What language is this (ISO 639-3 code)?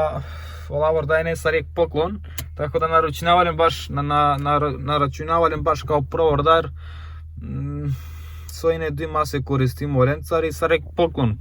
rom